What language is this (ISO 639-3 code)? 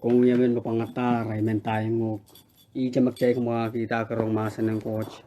pon